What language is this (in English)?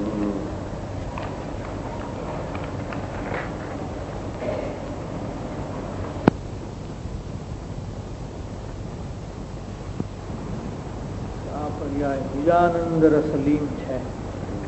Gujarati